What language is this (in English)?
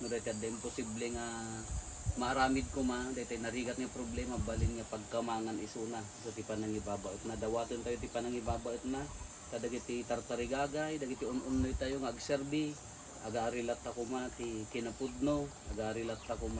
Iloko